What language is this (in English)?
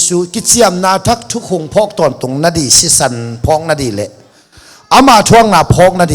Tedim Chin